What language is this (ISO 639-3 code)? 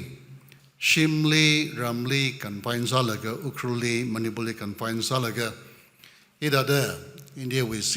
nmf